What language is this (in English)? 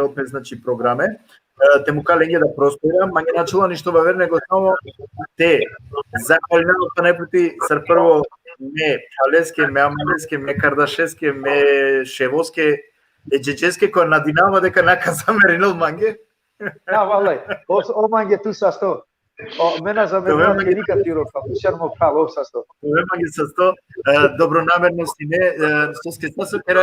Balkan Romani